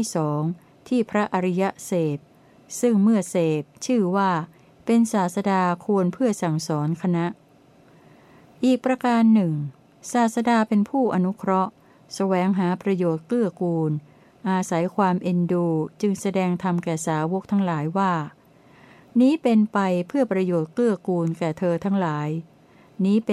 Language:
Thai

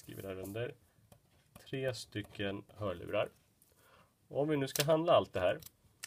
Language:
Swedish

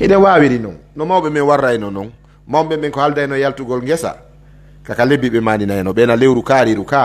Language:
Pular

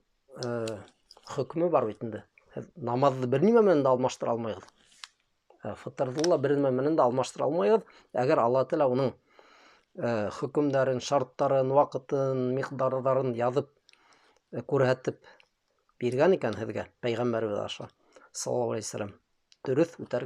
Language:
Bashkir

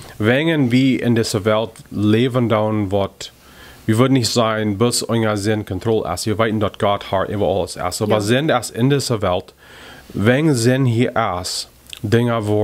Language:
Plautdietsch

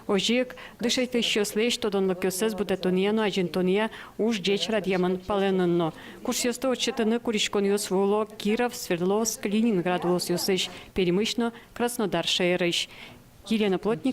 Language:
Udmurt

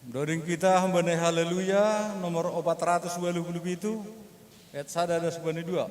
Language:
Batak Simalungun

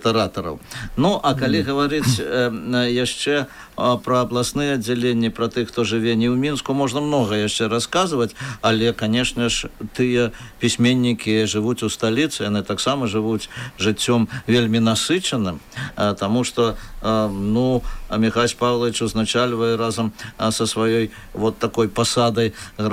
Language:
Belarusian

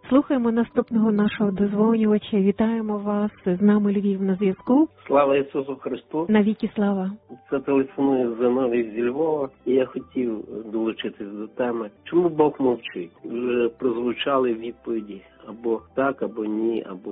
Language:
Ukrainian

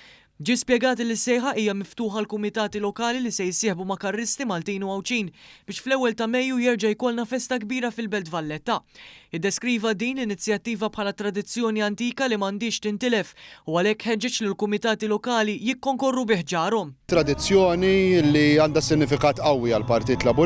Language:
Maltese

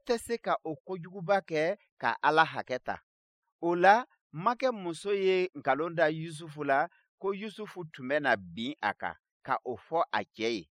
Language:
Bambara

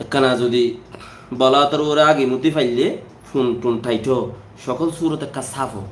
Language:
Rohingya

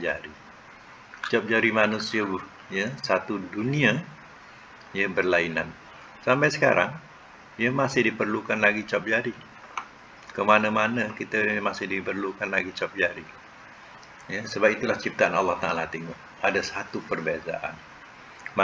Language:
Malay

